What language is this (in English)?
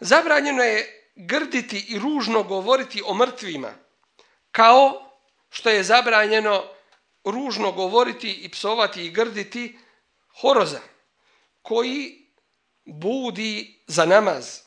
Bosnian